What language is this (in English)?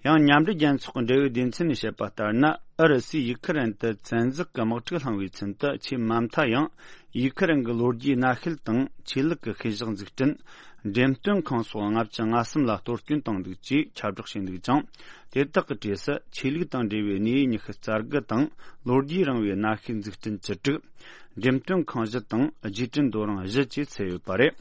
Tibetan